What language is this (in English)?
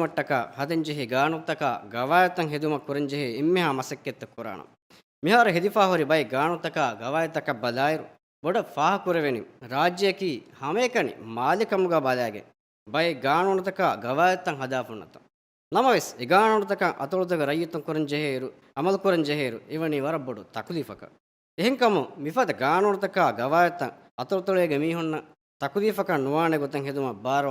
Divehi